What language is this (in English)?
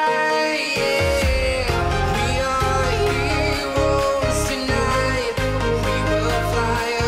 English